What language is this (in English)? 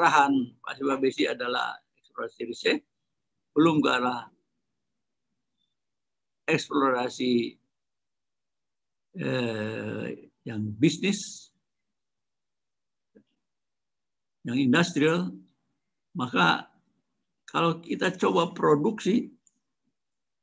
Indonesian